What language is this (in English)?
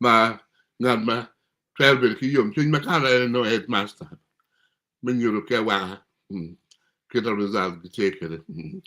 Acoli